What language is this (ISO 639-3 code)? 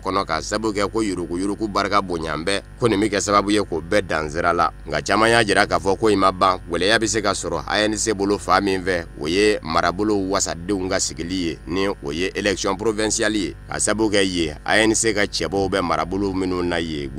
bam